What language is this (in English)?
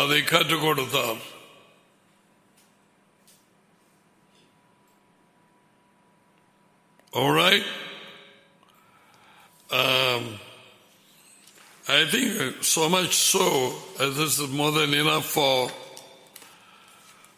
Tamil